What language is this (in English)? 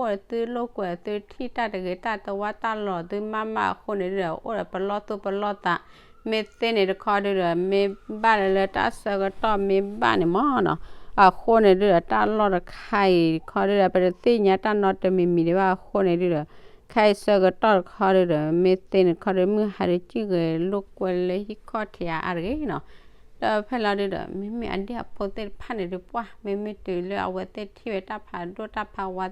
S'gaw Karen